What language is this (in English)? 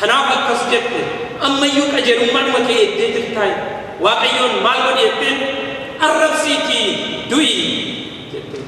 Oromo